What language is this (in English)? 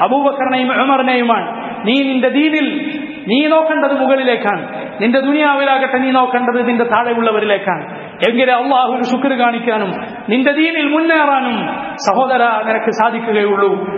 Malayalam